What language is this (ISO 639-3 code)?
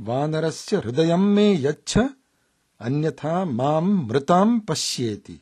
san